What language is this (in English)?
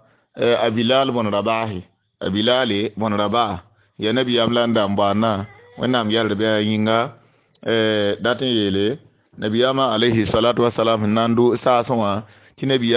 Mossi